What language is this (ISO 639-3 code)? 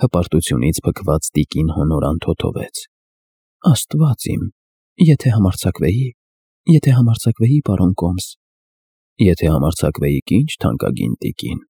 hye